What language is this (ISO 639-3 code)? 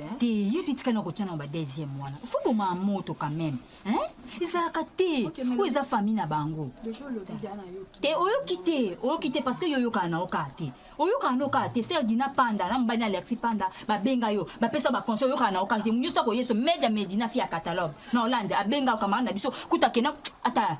lin